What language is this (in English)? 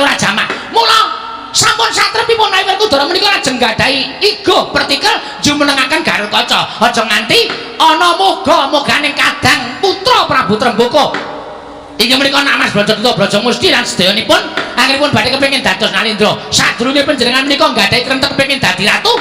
Javanese